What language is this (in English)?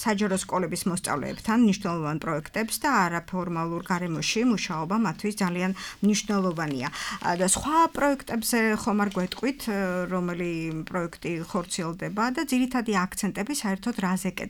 Georgian